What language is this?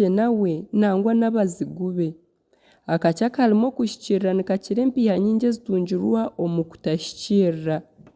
Nyankole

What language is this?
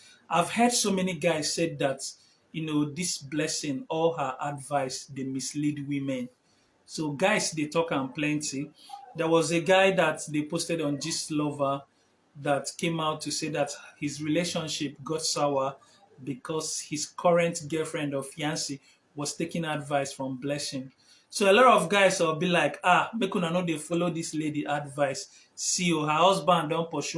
Nigerian Pidgin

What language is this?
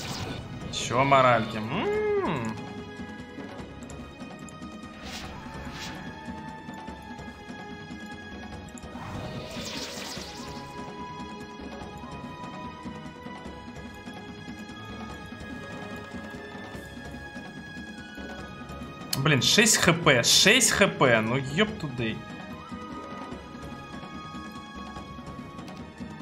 Russian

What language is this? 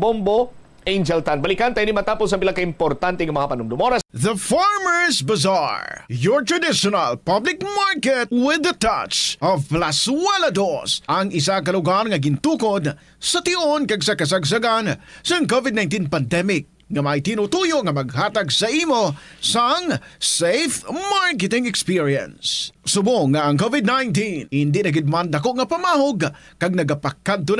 Hiligaynon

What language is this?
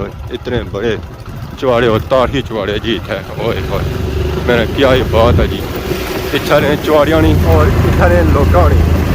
Pahari-Potwari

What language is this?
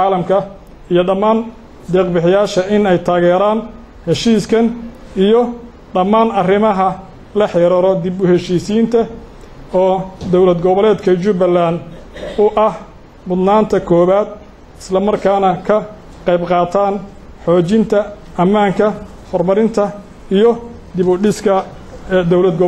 Somali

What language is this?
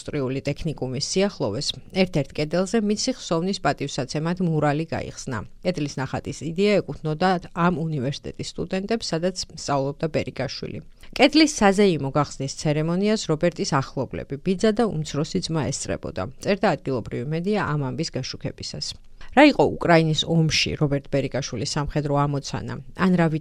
Georgian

